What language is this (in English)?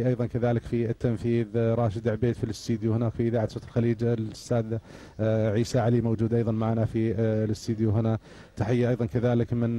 Gulf Arabic